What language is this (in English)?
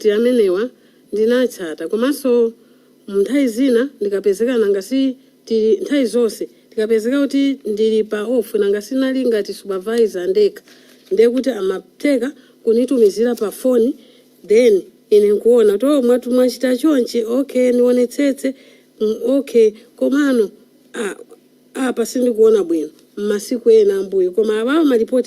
Nyanja